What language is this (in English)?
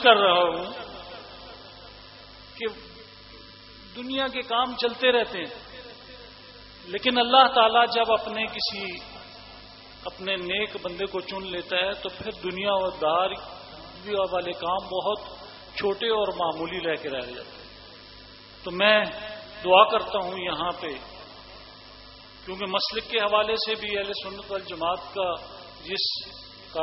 Urdu